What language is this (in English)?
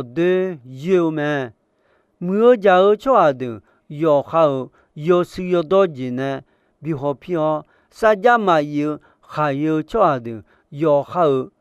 Akha